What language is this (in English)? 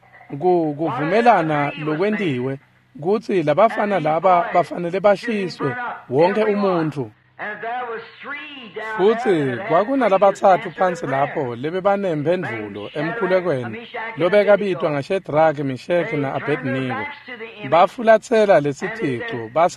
Swati